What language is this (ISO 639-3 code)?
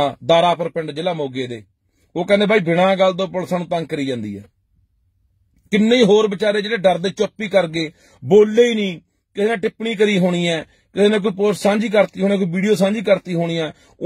pan